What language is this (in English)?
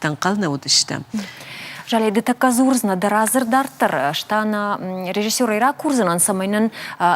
Ossetic